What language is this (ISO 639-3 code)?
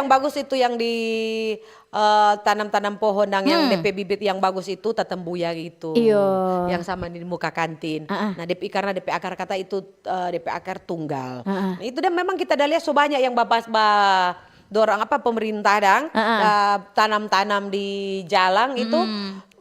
xmm